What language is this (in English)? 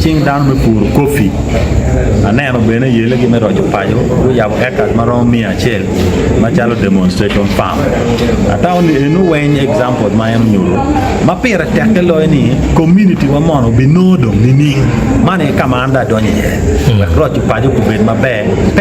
Acoli